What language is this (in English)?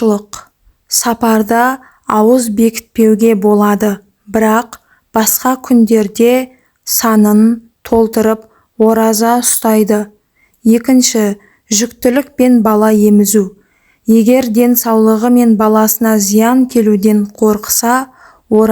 Kazakh